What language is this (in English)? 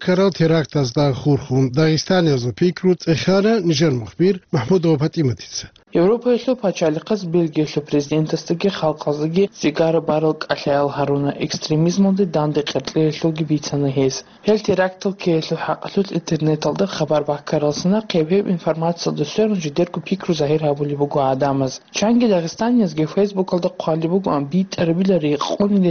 Avaric